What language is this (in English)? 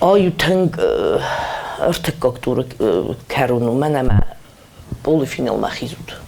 Ossetic